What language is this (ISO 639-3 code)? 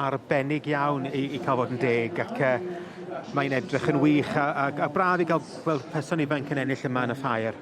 cym